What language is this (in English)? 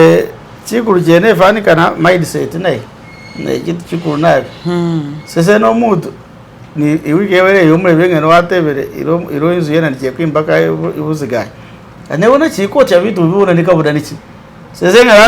Masaaba